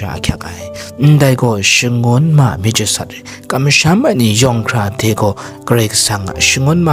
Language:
Kachin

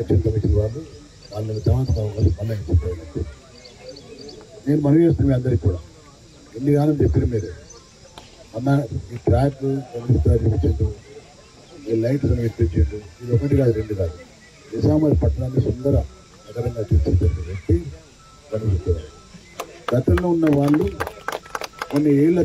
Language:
Telugu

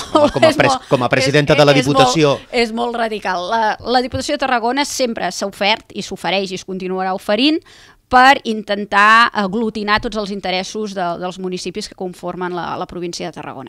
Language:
Catalan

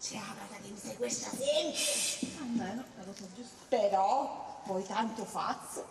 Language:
Sicilian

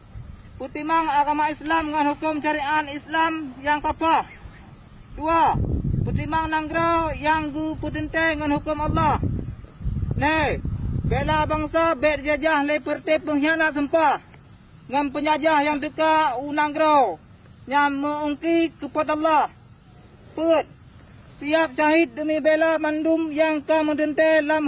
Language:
Achinese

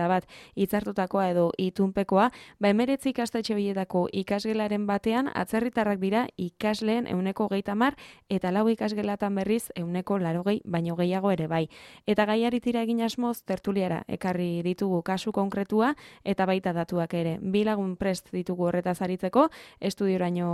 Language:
Basque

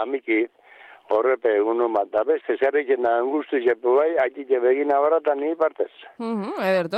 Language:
Basque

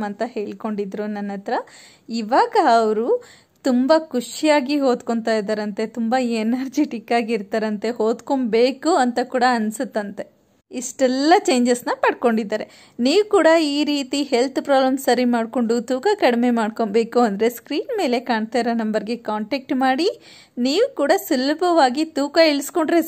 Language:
Kannada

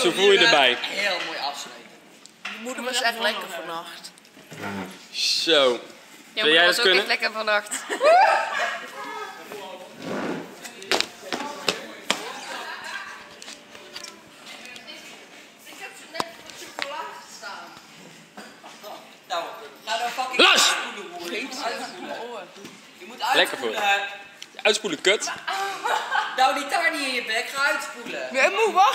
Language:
Dutch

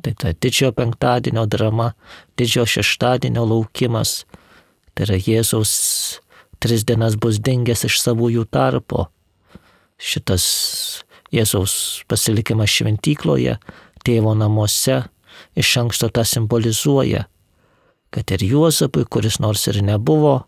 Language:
Lithuanian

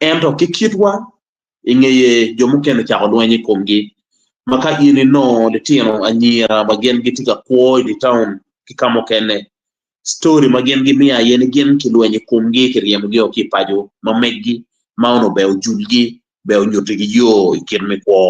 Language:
Acoli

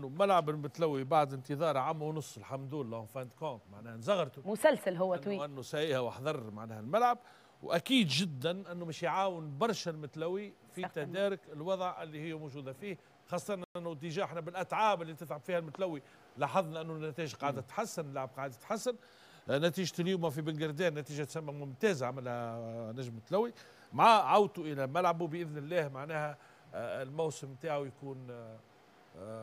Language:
Tunisian Arabic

